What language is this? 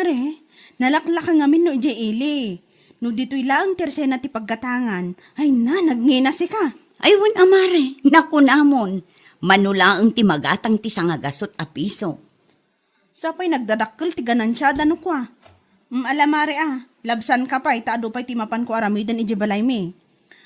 Iloko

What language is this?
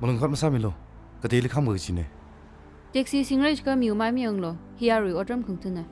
Tangkhul Naga (India)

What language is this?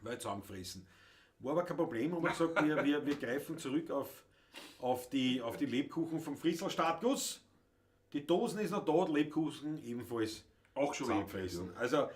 Bavarian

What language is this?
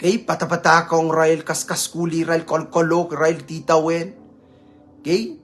Pohnpeian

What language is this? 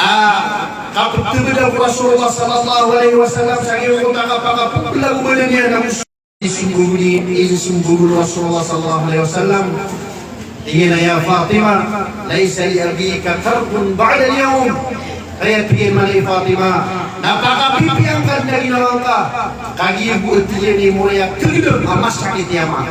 Maranao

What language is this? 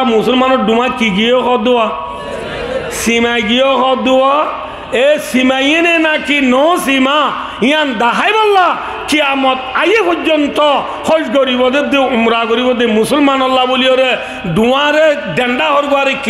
Rohingya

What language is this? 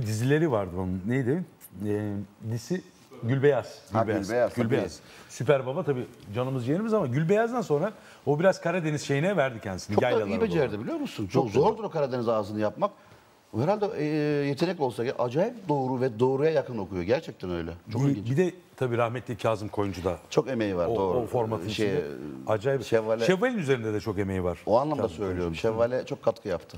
Turkish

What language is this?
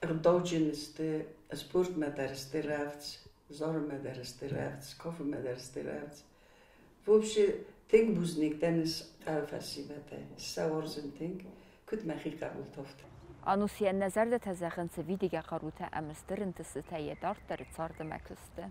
Ossetic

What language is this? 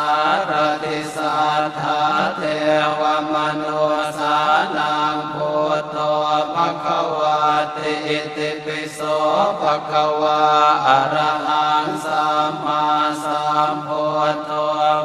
Pali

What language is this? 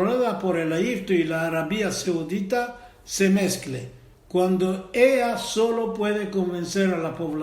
Ladino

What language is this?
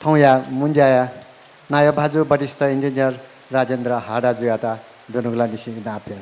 Newari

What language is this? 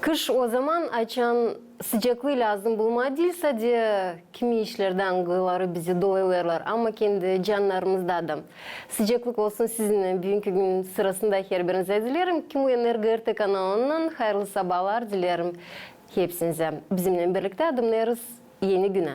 Gagauz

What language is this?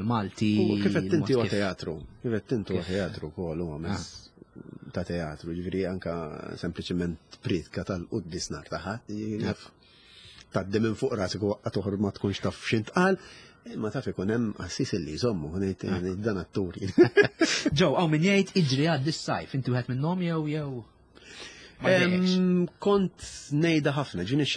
Maltese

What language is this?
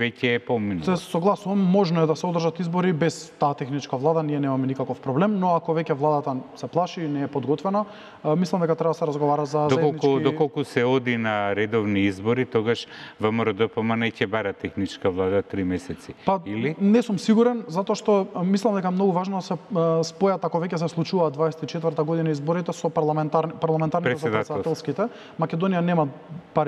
Macedonian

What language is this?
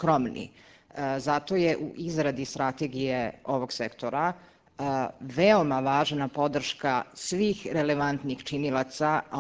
Serbian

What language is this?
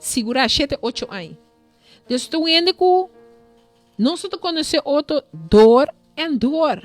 Papiamento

